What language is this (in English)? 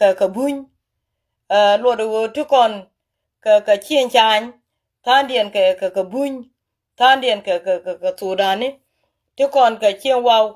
Nuer